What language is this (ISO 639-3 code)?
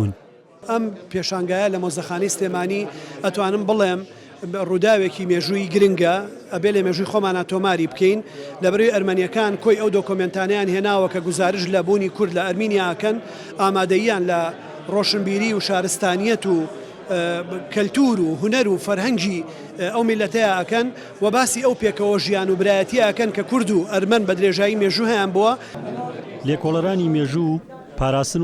ckb